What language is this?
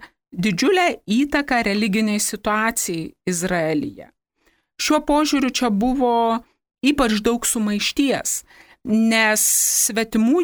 Lithuanian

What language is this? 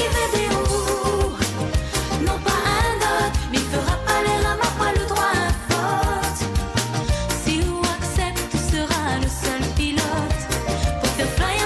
Morisyen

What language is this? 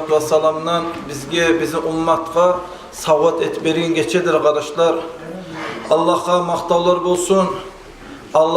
Kumyk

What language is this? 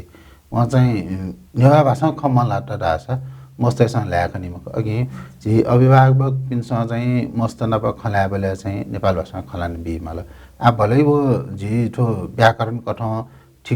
Newari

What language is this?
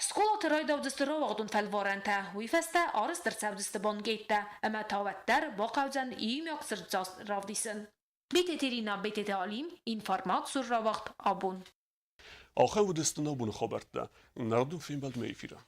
Ossetic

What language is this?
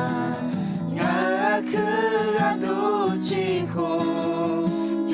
Akha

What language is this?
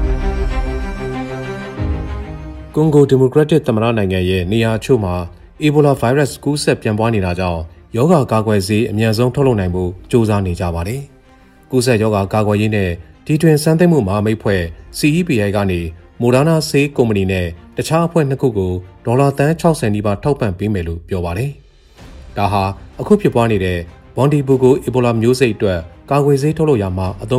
Burmese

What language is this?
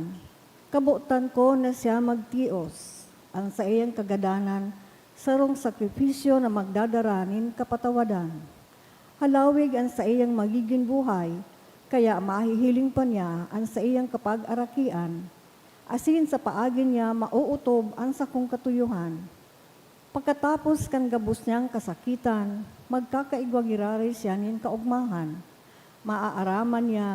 Bikol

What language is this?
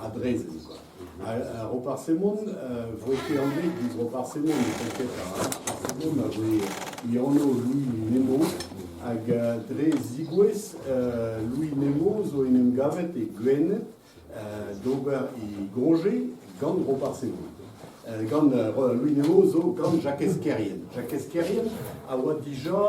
Breton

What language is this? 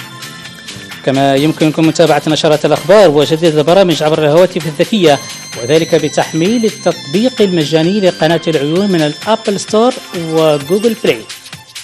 Arabic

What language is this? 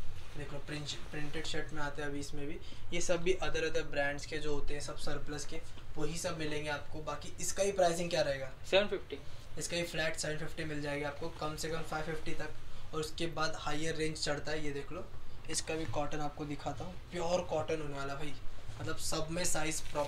Hindi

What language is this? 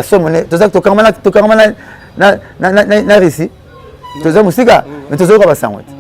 Lingala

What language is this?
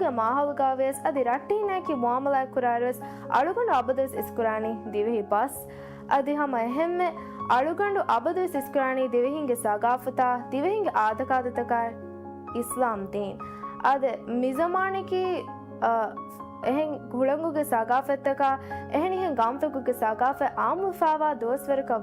Divehi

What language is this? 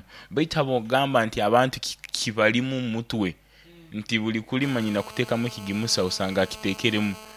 Nyoro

